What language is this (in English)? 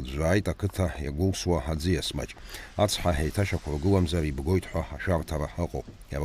Abkhazian